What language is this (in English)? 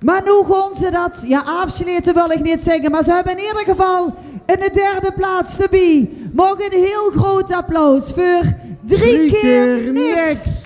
Limburgish